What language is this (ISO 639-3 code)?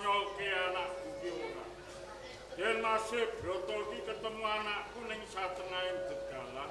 jav